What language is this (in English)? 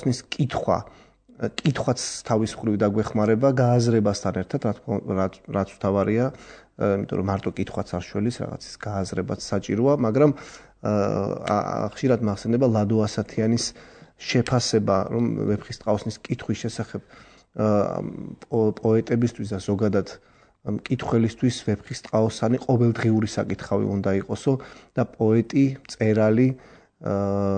Georgian